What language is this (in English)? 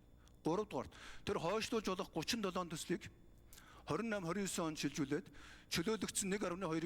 Mongolian